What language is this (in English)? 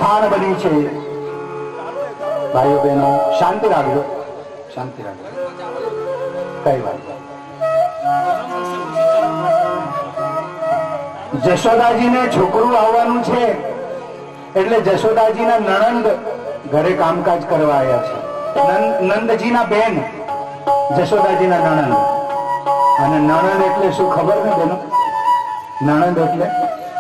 Gujarati